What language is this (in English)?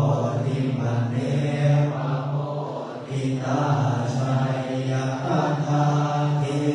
Pali